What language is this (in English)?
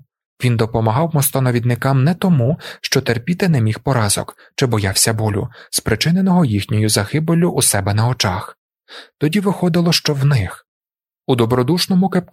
Ukrainian